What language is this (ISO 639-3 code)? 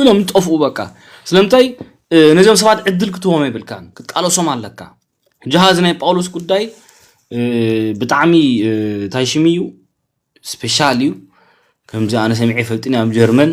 tir